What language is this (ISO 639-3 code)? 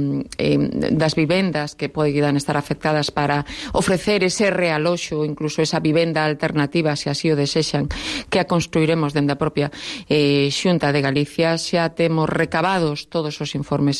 glg